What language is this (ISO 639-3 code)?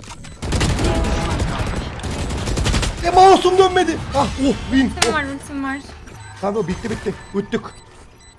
tur